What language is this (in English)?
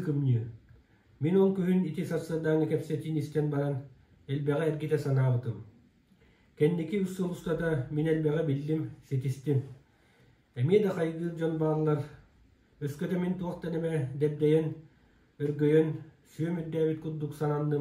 Yakut